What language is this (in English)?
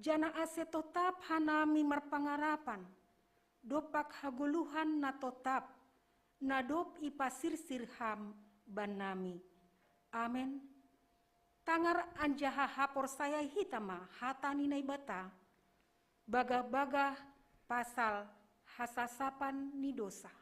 Batak Simalungun